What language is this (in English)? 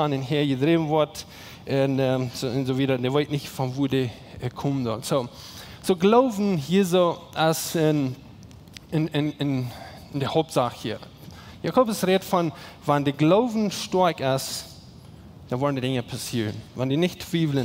Plautdietsch